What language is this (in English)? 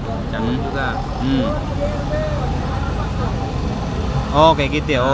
Indonesian